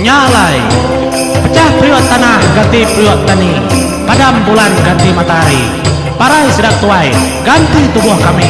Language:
Iban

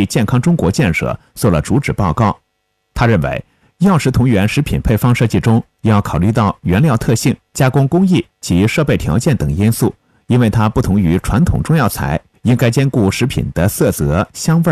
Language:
Chinese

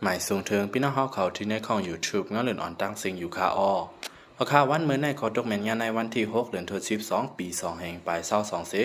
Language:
Shan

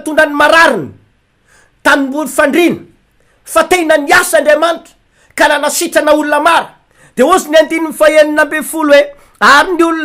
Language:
Malagasy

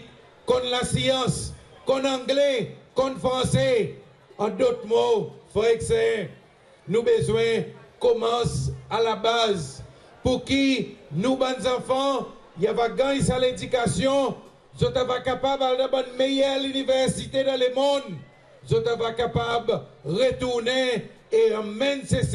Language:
Seselwa Creole French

